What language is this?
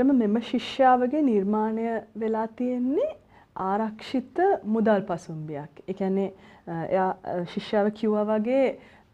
Sinhala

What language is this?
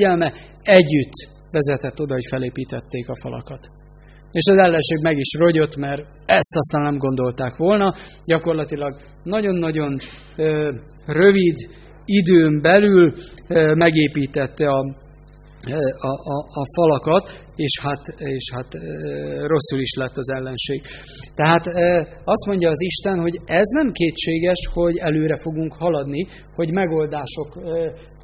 Hungarian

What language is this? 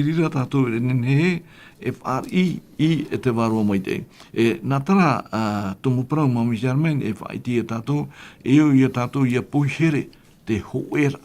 Tahitian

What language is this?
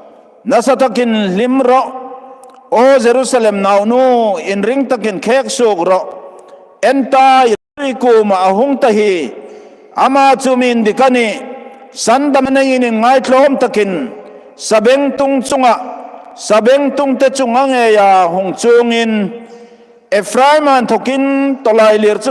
Hmar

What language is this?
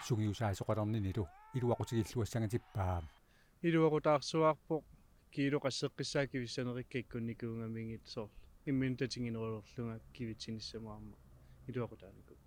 Kalaallisut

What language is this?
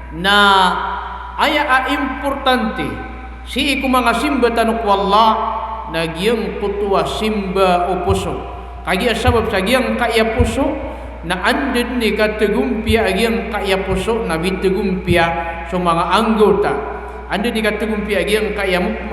Maranao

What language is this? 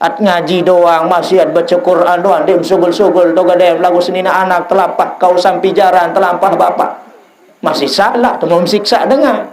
Sasak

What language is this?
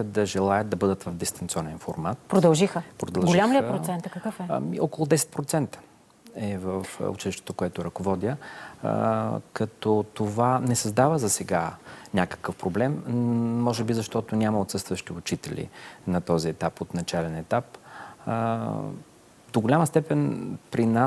Bulgarian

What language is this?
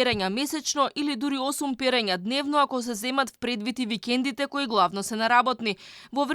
Macedonian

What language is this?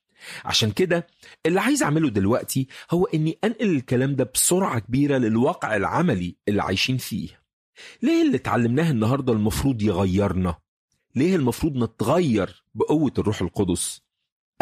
Egyptian Arabic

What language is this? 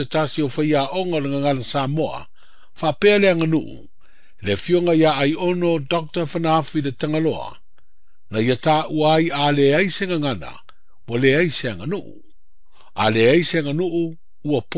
Samoan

